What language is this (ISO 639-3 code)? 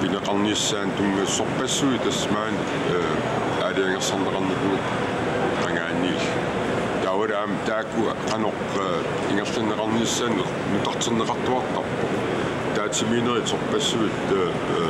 kal